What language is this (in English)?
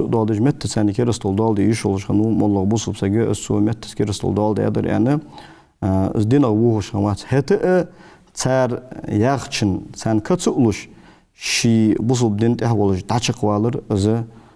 Ingush